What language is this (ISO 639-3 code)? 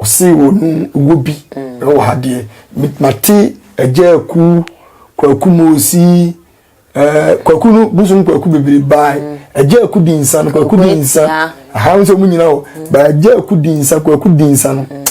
aka